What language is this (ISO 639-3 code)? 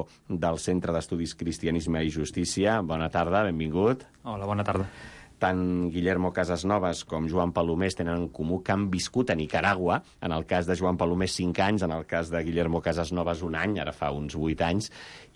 cat